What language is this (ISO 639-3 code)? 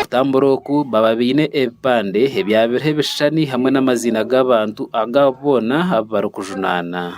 nyn